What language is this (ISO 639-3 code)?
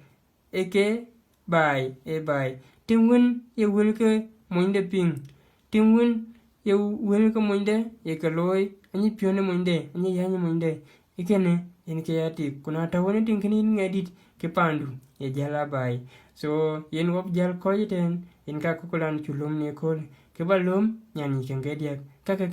din